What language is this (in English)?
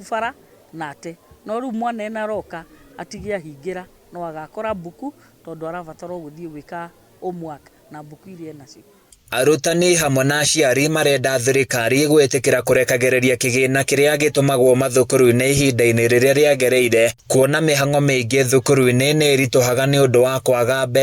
Kikuyu